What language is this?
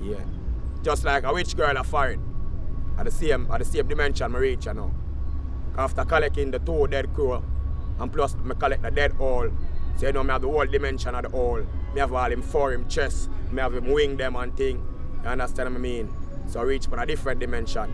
Jamaican Creole English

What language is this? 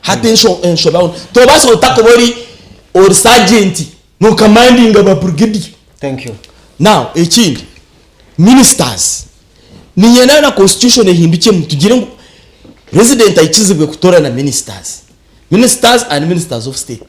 Nyankole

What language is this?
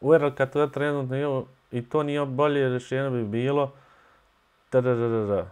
Bosnian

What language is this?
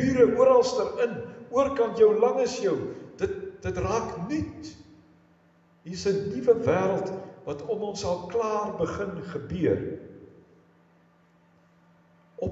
Afrikaans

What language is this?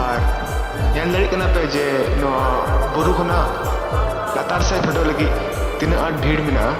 Santali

